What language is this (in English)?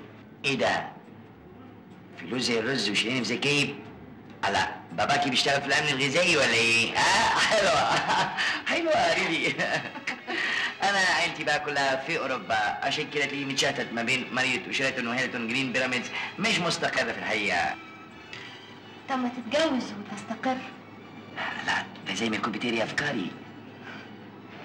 Egyptian Arabic